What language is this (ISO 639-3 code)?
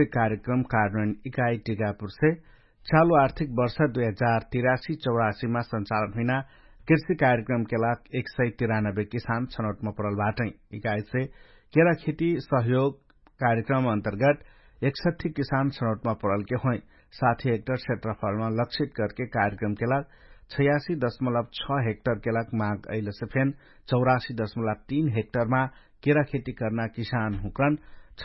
thl